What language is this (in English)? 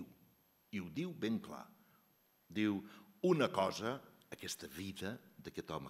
Catalan